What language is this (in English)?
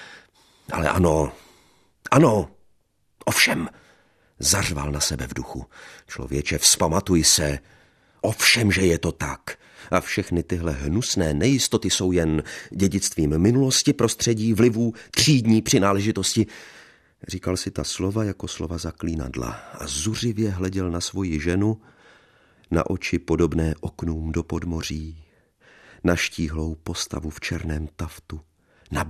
Czech